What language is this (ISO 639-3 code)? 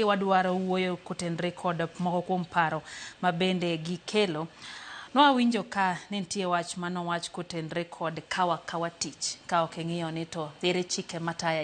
luo